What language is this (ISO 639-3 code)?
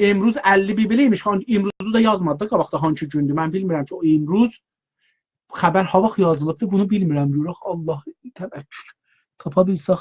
azb